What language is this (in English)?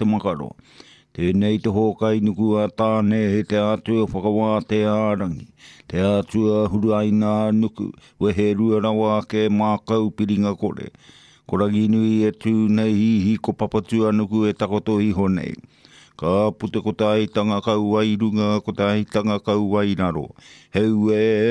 Māori